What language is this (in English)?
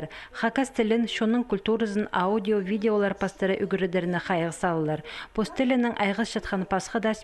Khakas